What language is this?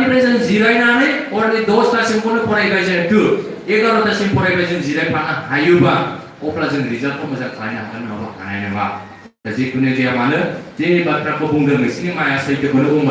Bodo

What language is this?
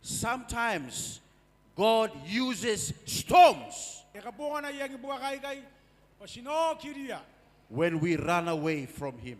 Gilbertese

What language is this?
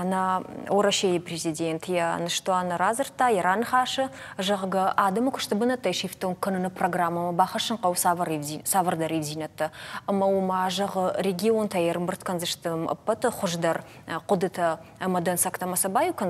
Ossetic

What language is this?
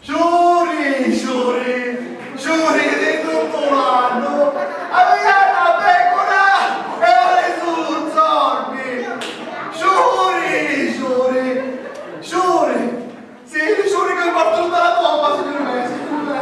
Sicilian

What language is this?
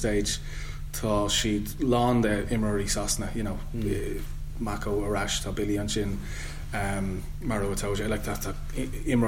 Irish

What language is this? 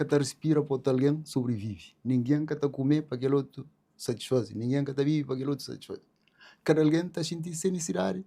Kabuverdianu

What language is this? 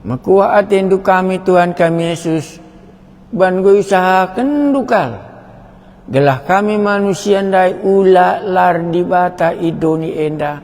Batak Karo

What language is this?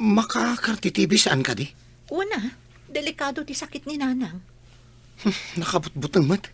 Iloko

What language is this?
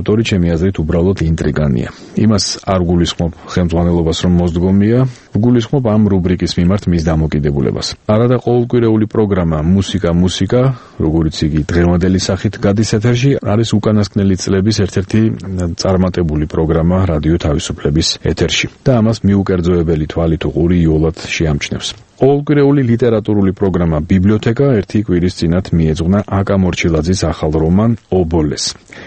Georgian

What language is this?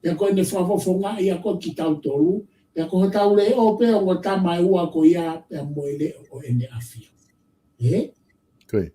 Tongan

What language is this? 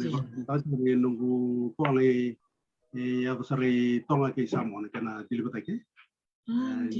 Fijian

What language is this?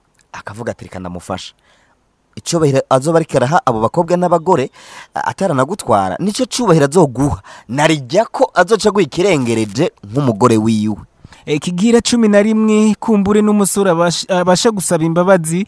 Rundi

